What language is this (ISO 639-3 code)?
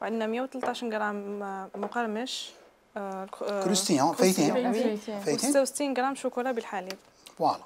arq